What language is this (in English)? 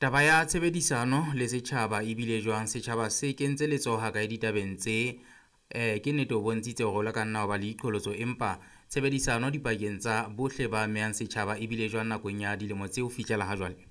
Southern Sotho